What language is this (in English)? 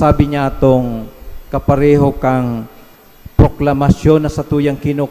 Bikol